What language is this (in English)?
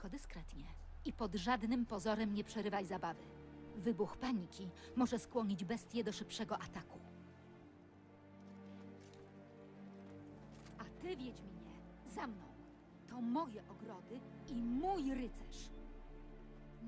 Polish